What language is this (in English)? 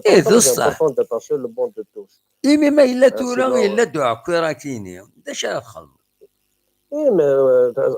Kabyle